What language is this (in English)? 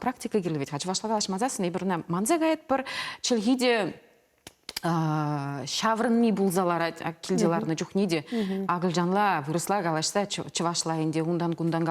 Chuvash